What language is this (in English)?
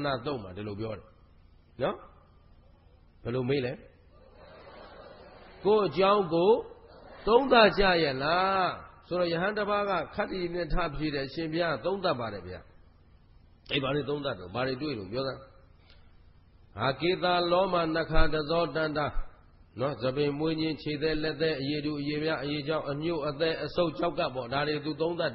Burmese